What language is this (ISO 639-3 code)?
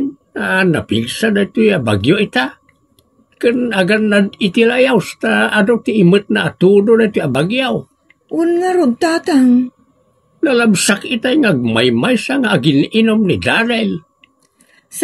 ilo